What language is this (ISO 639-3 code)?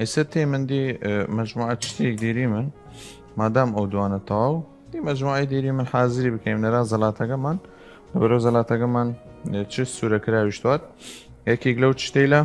sdh